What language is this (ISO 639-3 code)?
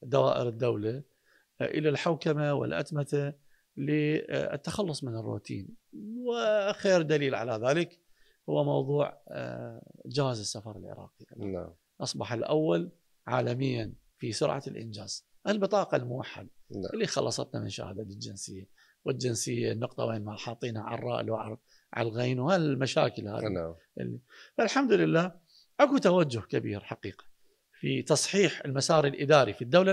acm